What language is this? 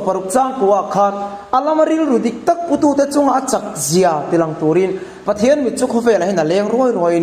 Mizo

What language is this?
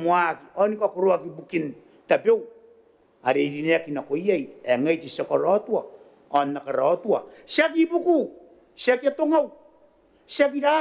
Gilbertese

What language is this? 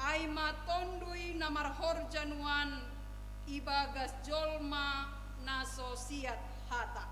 Batak Simalungun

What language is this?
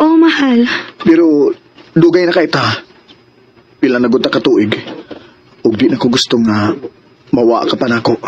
Cebuano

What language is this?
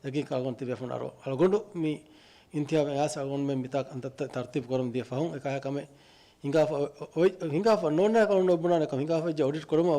Divehi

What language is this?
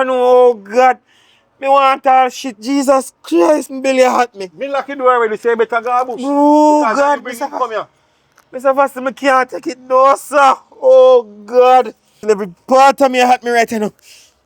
Jamaican Creole English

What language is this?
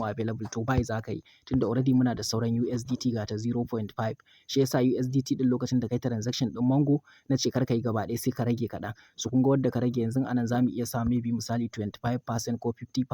Hausa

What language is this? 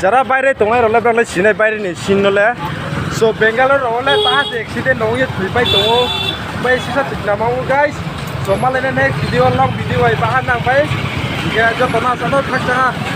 Kok Borok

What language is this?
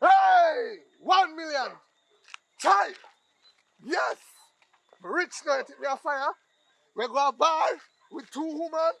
Jamaican Creole English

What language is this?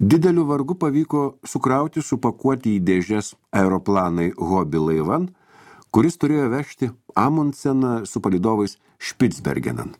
Lithuanian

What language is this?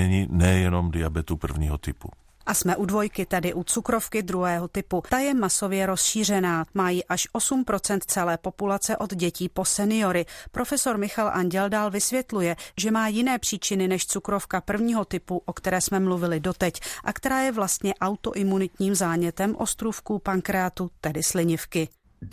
Czech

